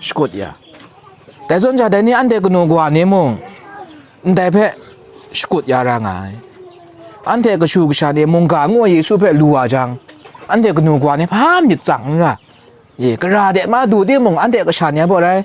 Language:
Kachin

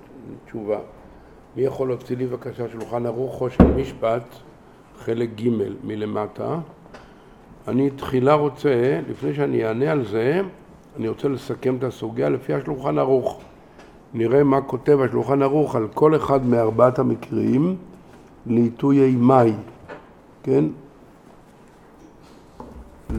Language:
Hebrew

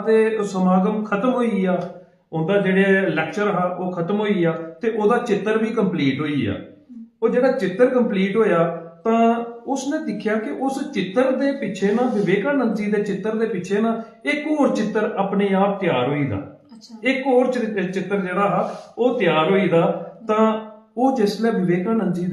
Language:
Dogri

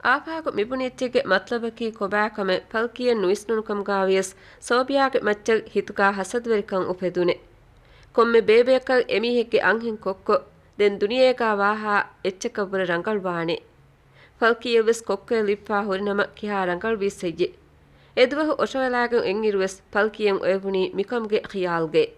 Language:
Divehi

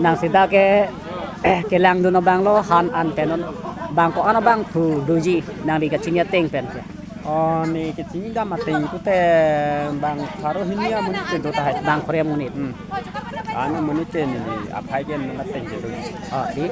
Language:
Karbi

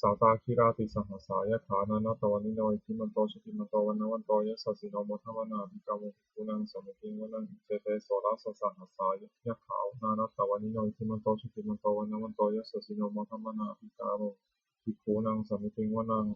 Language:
Pali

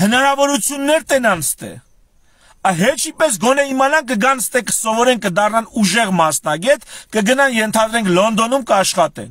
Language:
Armenian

